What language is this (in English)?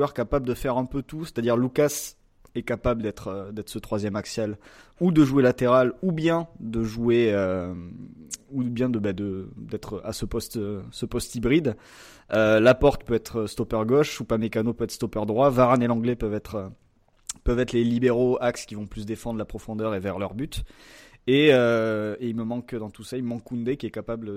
French